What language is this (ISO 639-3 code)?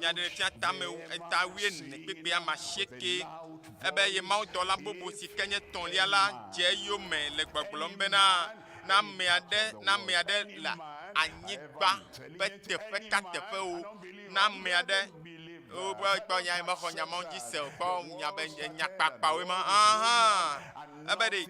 ewe